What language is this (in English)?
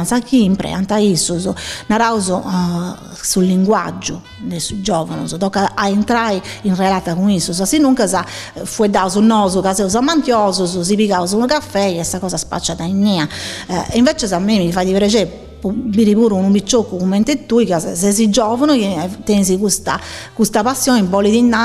Sardinian